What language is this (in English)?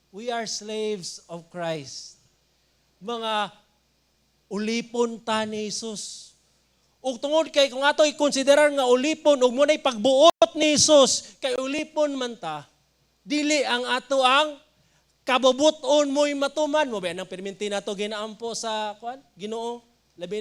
Cebuano